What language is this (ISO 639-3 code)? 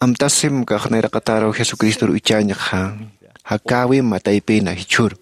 aym